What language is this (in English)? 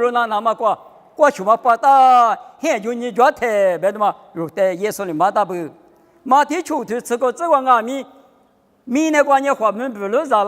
Lisu